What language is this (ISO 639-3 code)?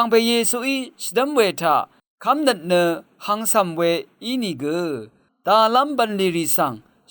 raw